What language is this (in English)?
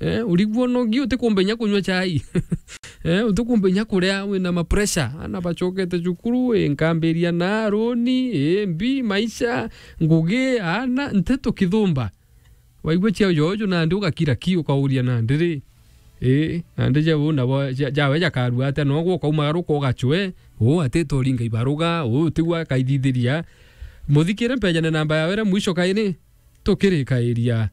Meru